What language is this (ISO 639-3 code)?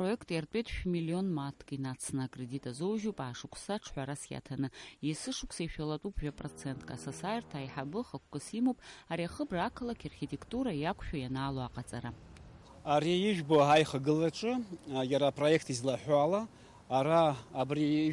abk